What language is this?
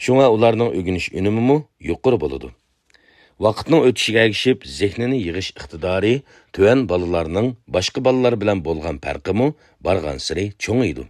Uyghur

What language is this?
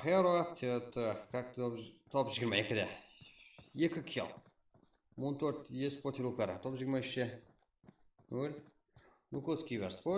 Kara-Kalpak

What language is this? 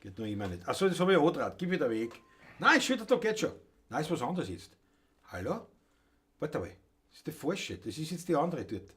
Bavarian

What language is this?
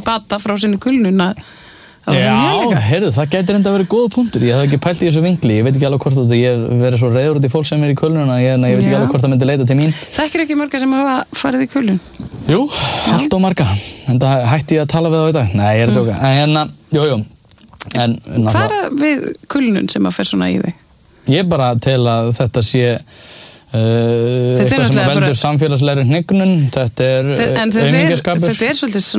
Icelandic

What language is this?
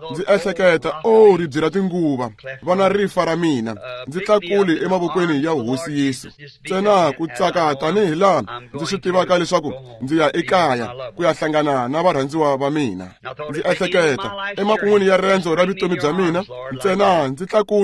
Tsonga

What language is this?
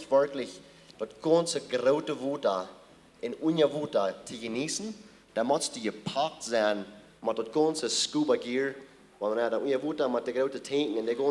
Plautdietsch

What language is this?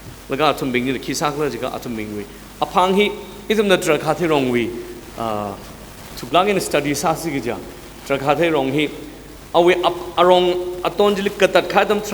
Tangkhul Naga (India)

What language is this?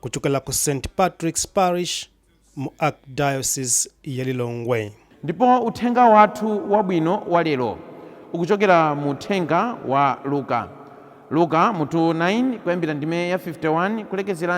Nyanja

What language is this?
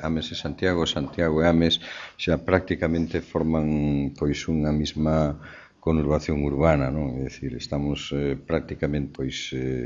Galician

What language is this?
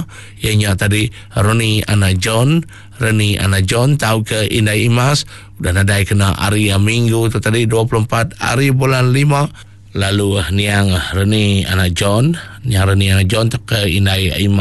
Iban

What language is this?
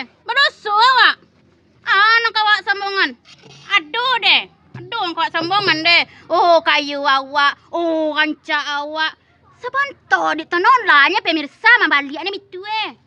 Minangkabau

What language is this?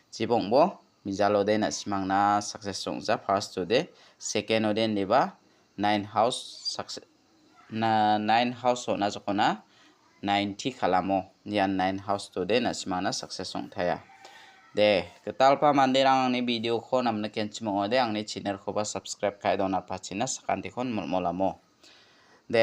Garo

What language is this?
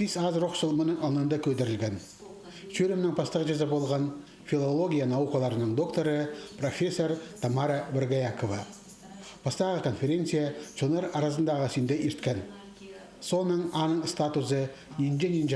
Khakas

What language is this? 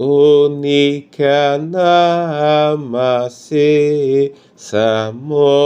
Duala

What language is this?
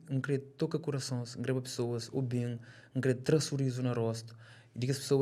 Kabuverdianu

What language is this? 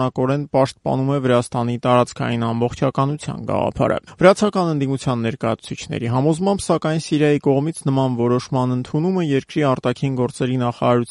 Armenian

